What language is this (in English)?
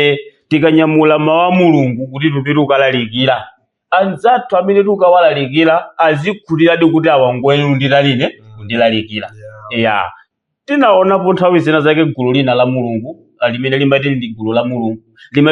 Nyanja